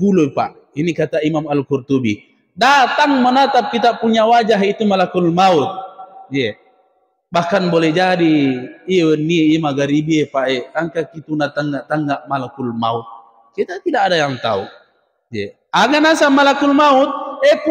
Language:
Buginese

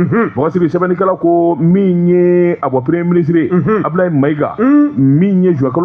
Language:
Bambara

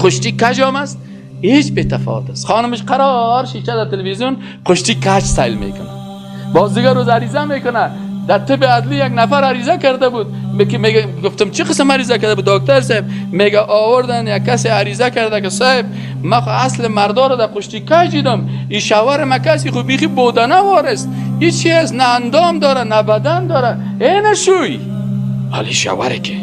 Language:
Persian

